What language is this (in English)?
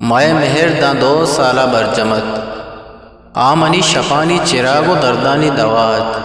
Eastern Balochi